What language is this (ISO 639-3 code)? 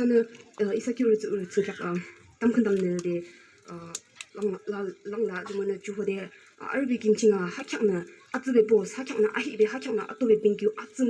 yim